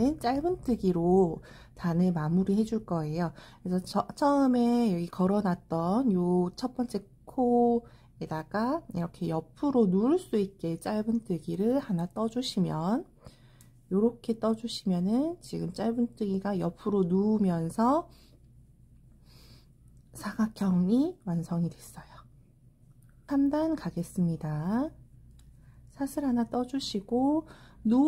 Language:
Korean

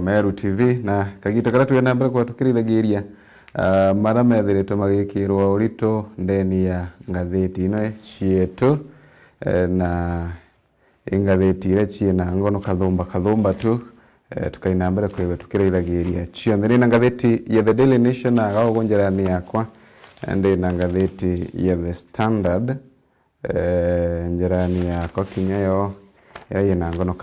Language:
Meru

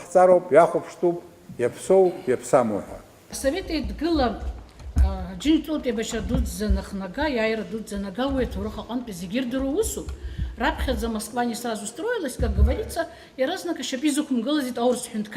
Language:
Abkhazian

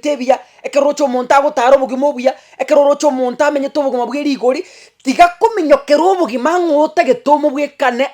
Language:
Gusii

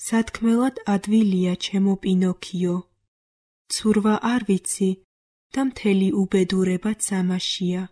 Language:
Georgian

